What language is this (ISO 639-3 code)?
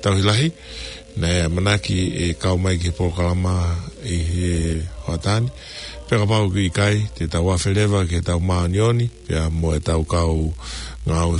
ton